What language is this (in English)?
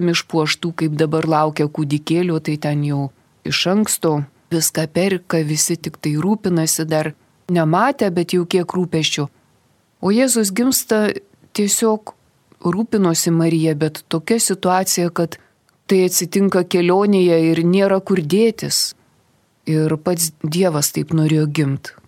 Lithuanian